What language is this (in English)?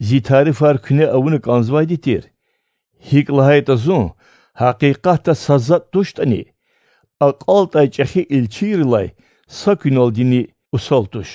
Lezghian